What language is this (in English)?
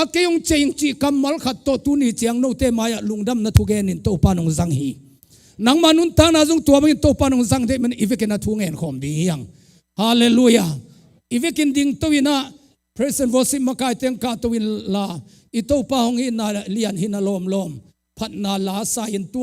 Tedim Chin